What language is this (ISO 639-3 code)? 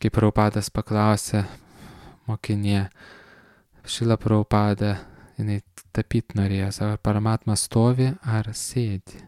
lit